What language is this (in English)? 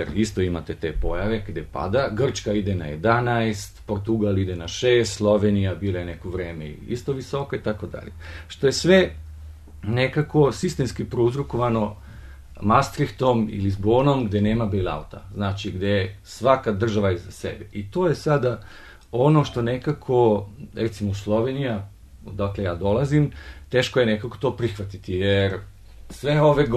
Bosnian